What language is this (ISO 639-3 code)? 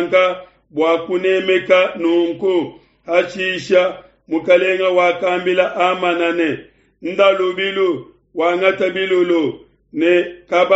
lua